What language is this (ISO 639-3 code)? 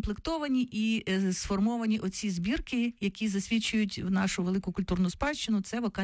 ukr